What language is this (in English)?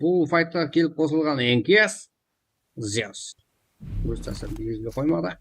Kara-Kalpak